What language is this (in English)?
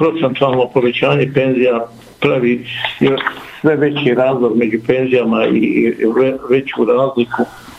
Bosnian